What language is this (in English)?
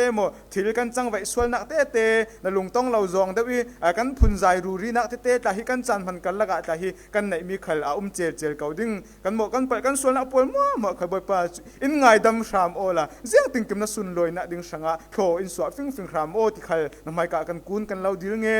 Falam Chin